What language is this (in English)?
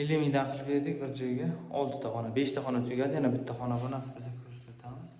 Uzbek